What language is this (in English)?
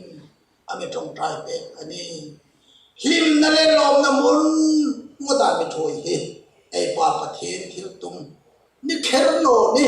Hmar